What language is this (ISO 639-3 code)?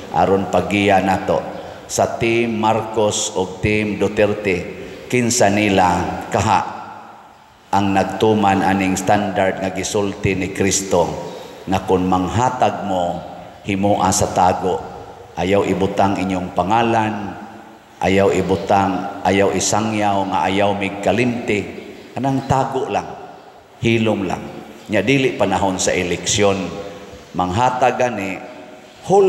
ceb